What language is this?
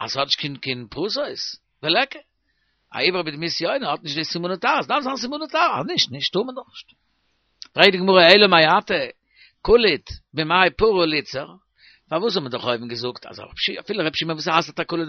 Yiddish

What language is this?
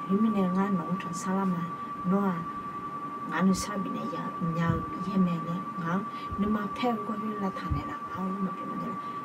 Akha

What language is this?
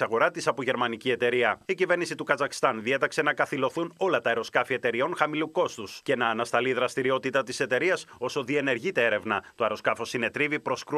Greek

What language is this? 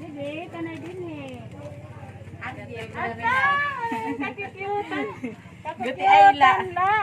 Waray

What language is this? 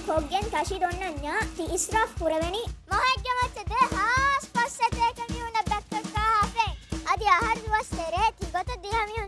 Divehi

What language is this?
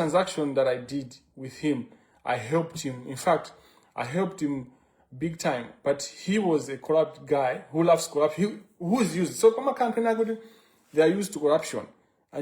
Nyanja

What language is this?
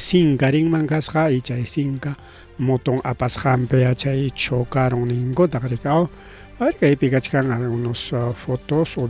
Ayacucho Quechua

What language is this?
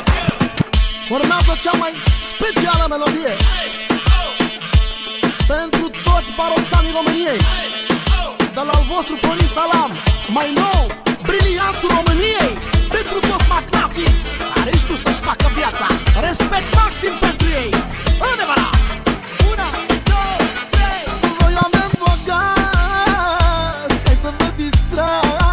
Romanian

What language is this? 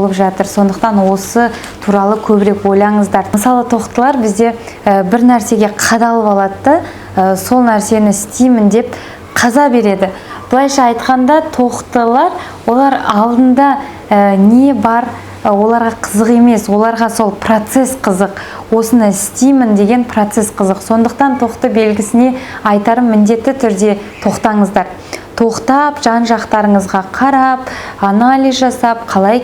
Kazakh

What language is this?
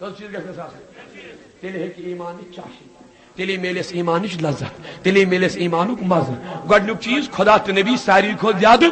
Kashmiri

